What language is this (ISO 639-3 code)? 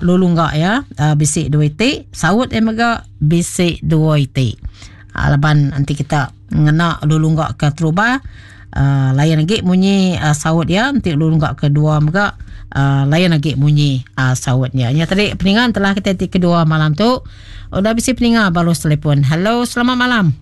iba